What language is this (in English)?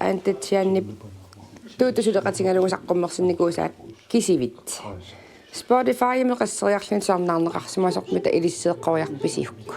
Kalaallisut